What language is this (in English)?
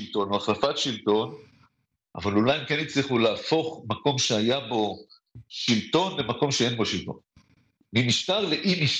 Hebrew